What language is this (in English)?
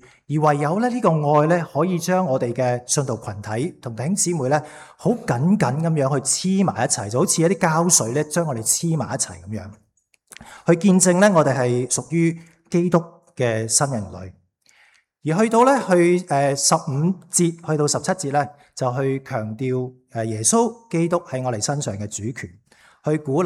Cantonese